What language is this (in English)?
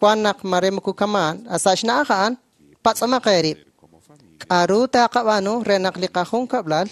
Kekchí